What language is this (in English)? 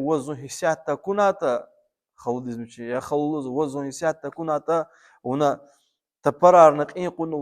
Lezghian